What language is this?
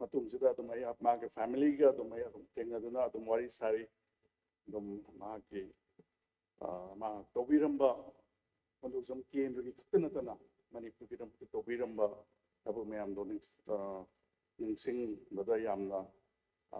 Manipuri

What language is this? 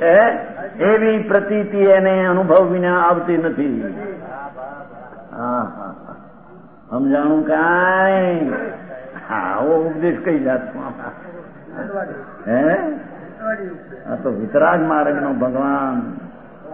Gujarati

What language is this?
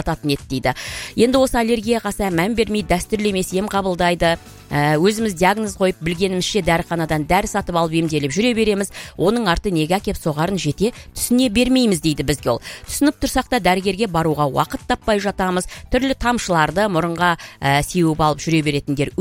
Kazakh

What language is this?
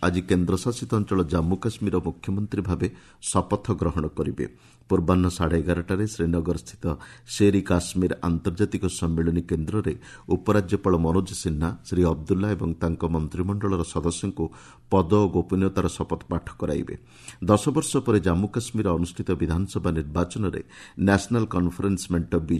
Odia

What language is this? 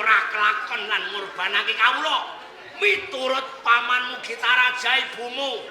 Javanese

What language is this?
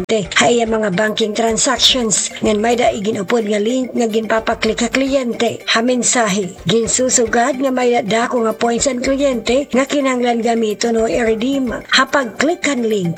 Waray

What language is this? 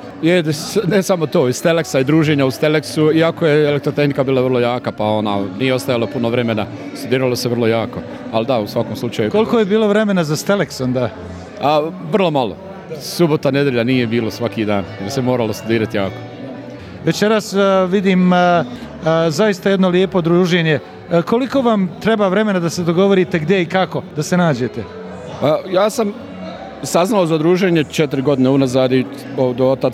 Bosnian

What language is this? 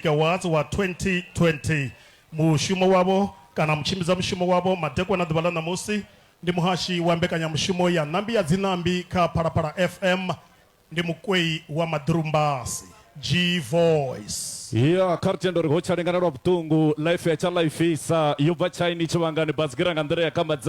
Venda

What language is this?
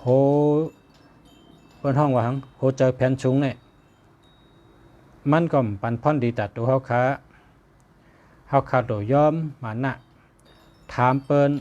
Shan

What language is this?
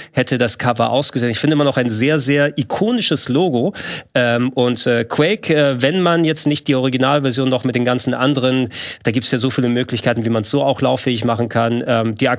German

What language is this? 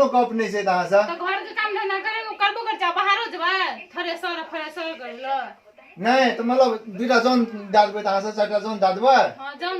Maithili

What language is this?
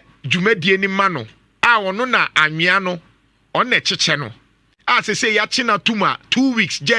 Akan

